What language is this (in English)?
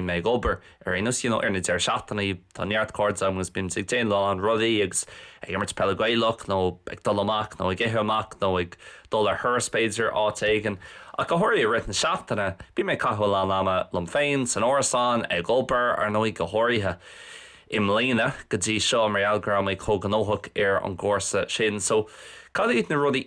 Irish